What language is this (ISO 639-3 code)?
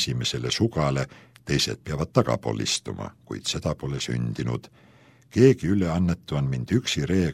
est